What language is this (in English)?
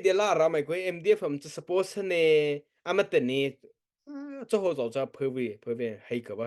Mara Chin